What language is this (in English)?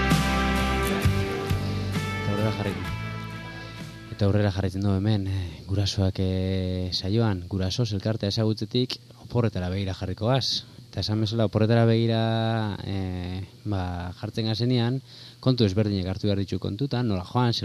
Basque